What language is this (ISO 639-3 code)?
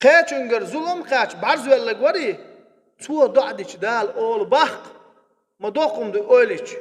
che